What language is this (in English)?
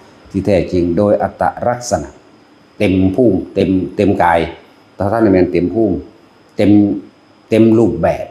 Northeastern Thai